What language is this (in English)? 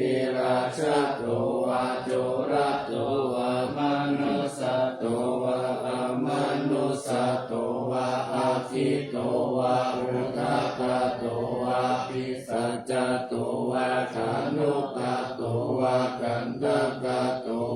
Pali